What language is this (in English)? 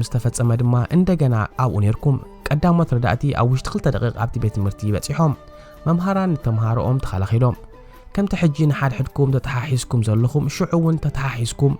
Tigrinya